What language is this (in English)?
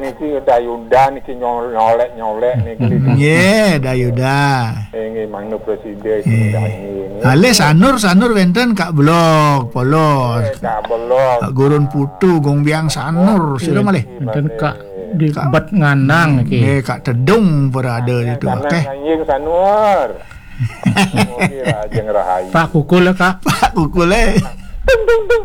Balinese